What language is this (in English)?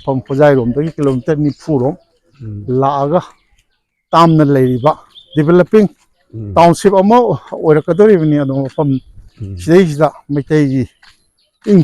Manipuri